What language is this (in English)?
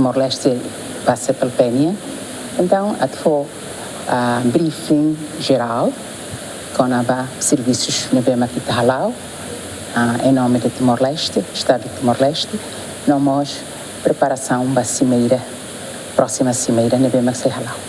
Tetum